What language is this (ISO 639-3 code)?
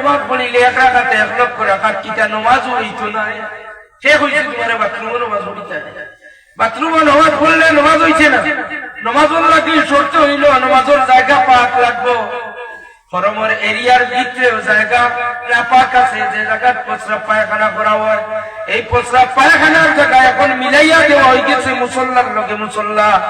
syl